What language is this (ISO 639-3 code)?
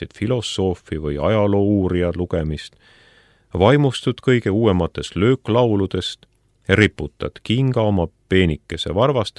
est